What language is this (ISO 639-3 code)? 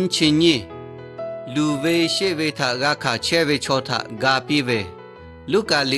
lhu